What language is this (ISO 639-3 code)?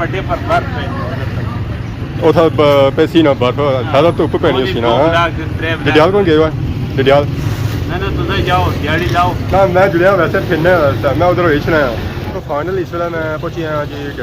phr